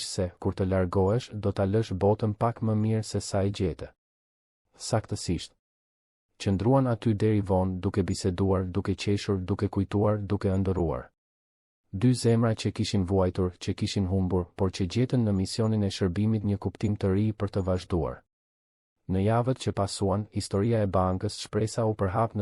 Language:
Albanian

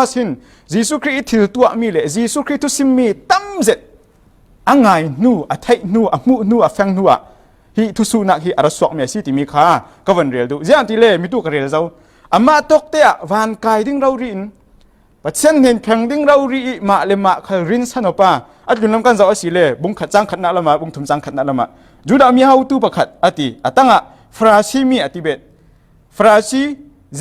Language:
Falam Chin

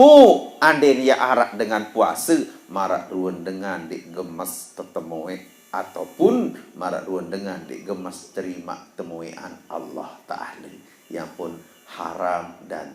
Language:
Sasak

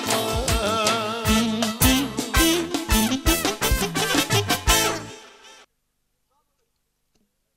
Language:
Turkish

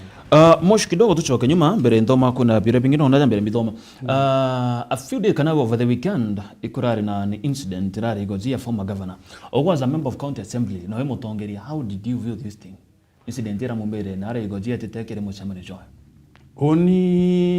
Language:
Meru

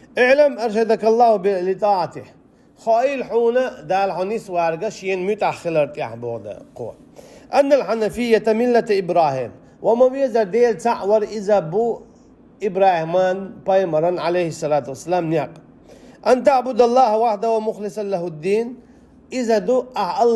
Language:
Chechen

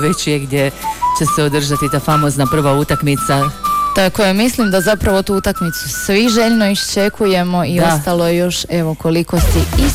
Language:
Croatian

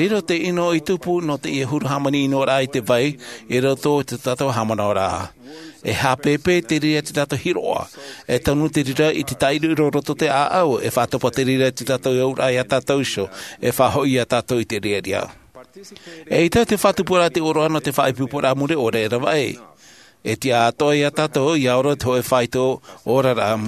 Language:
Tahitian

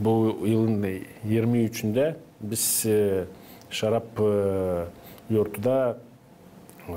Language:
Gagauz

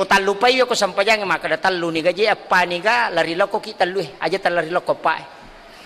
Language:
Buginese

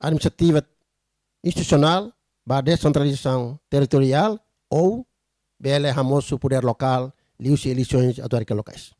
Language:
Tetum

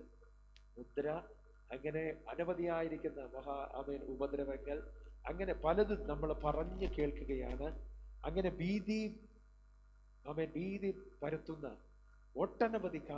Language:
Malayalam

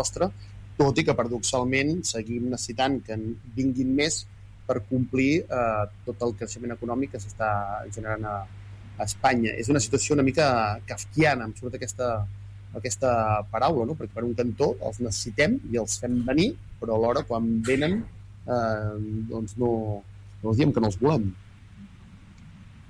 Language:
Catalan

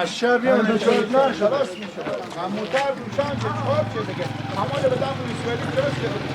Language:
Hazaragi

